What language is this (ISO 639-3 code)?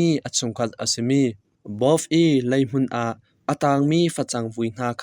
cnh